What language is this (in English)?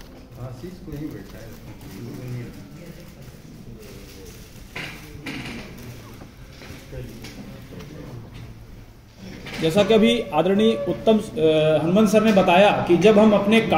Hindi